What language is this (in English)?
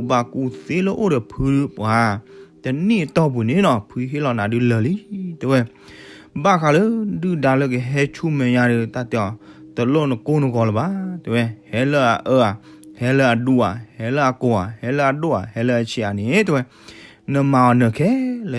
S'gaw Karen